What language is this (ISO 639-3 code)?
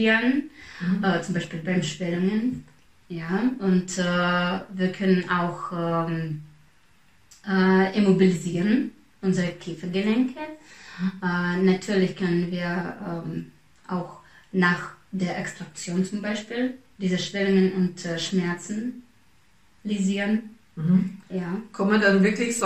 deu